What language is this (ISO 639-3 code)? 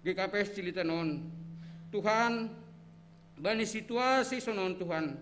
bts